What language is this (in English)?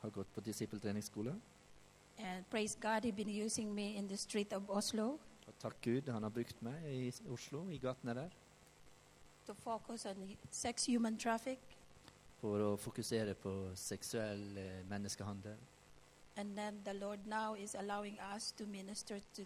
Norwegian